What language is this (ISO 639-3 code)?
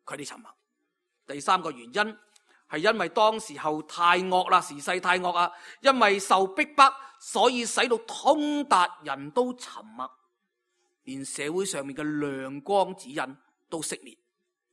yue